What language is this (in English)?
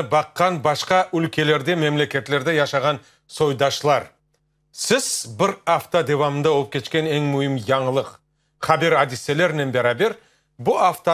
Crimean Tatar